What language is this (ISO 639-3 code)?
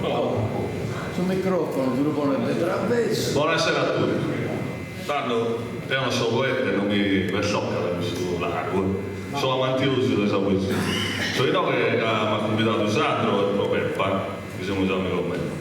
srd